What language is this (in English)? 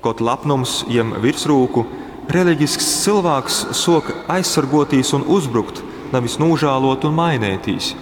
Latgalian